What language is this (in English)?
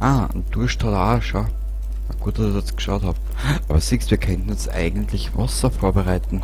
Bavarian